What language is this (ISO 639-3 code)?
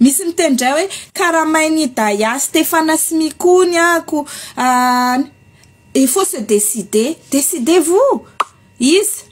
mlg